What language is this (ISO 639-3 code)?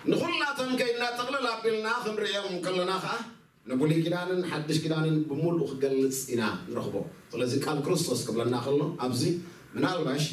tir